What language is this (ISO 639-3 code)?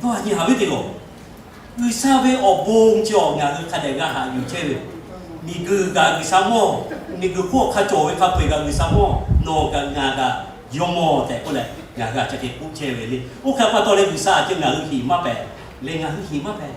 lhu